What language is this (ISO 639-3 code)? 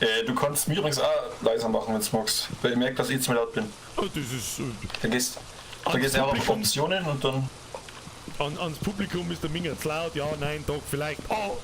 bar